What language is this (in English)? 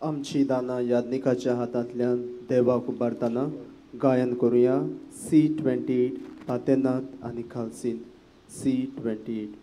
Konkani